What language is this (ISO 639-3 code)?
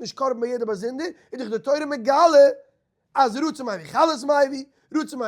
yid